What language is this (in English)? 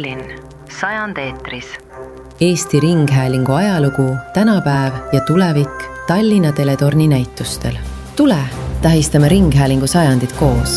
Estonian